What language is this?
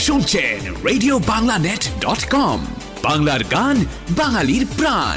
Bangla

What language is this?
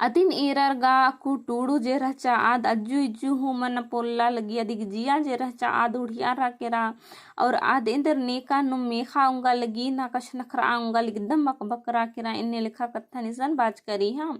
Kurukh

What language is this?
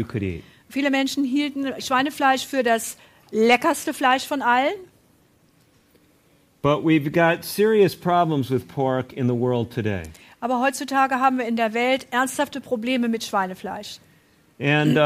German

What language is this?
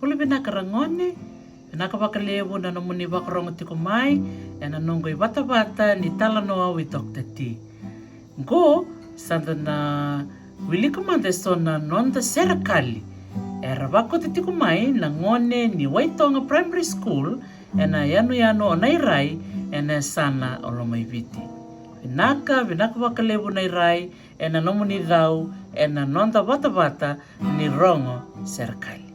Fijian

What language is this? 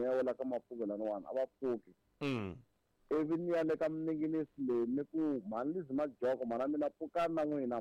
Tsonga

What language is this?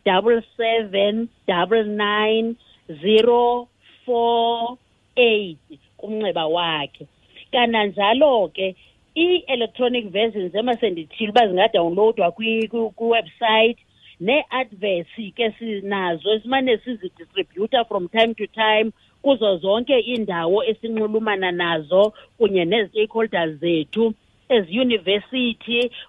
Xhosa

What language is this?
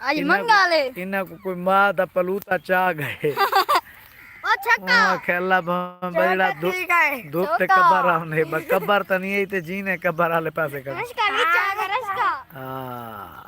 Saraiki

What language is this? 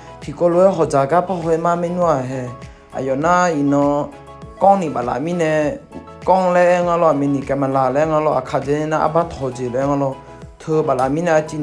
Akha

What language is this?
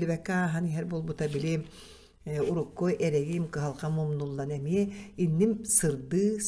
Yakut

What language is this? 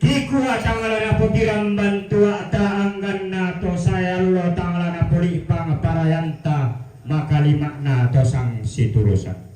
Toraja-Sa'dan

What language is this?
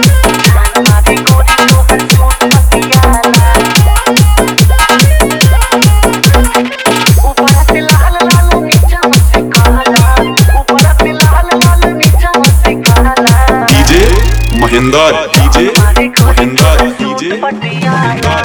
Bhojpuri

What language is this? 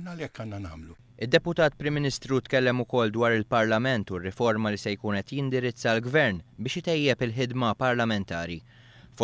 Maltese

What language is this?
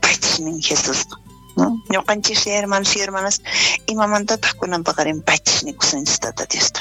South Bolivian Quechua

